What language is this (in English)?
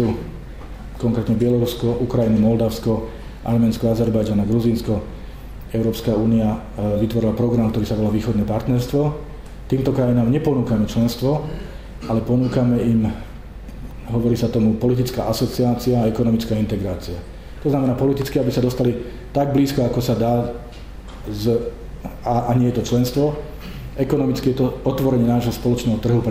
Slovak